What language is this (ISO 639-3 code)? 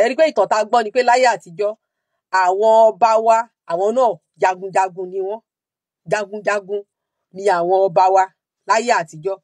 yor